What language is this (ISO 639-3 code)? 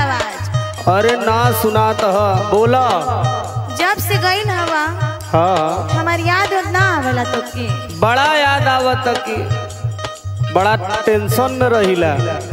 bho